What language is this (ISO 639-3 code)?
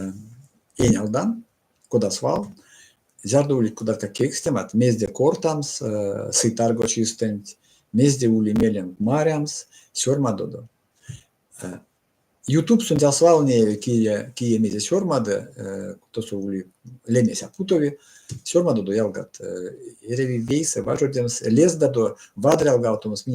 myv